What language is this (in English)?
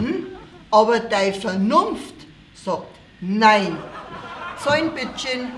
Bavarian